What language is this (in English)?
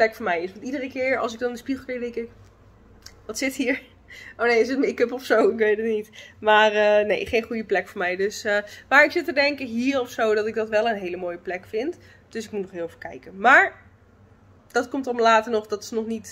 Dutch